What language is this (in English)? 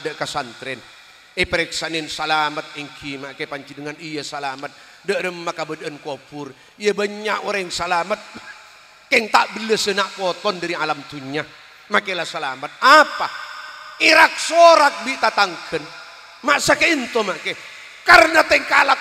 Madurese